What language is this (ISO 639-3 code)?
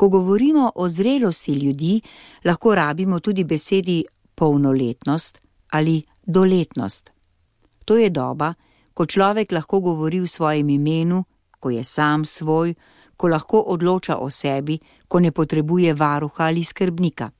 slv